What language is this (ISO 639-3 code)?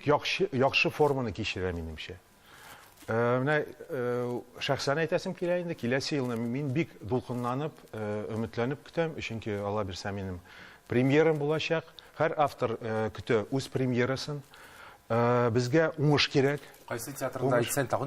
tat